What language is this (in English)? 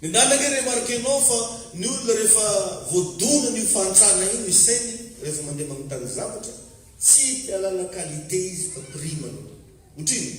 Malagasy